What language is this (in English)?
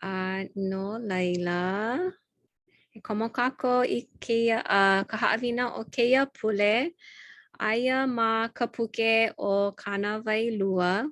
Hawaiian